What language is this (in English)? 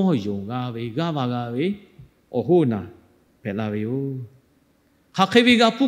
Lahu